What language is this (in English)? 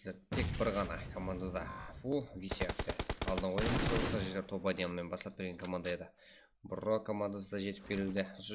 Kara-Kalpak